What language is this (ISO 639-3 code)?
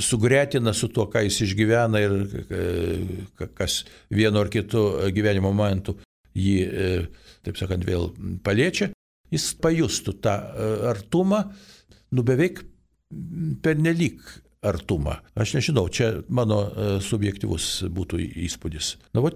lit